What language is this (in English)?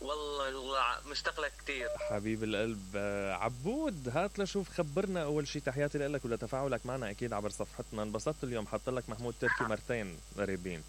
Mesopotamian Arabic